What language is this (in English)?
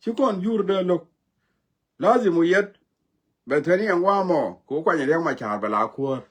Nuer